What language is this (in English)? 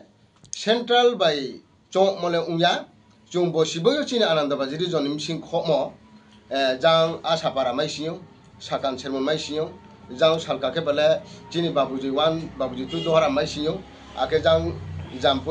Riang (India)